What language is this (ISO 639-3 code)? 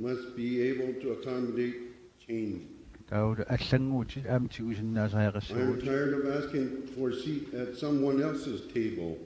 kal